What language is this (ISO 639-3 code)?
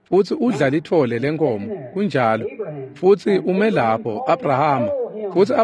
ssw